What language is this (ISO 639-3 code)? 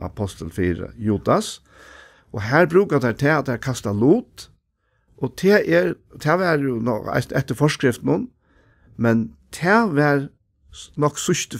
fao